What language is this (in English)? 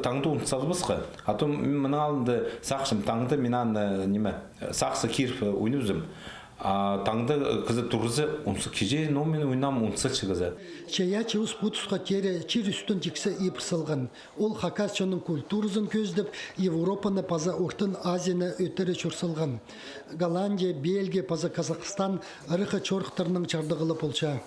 Khakas